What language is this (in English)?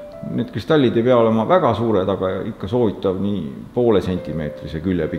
Estonian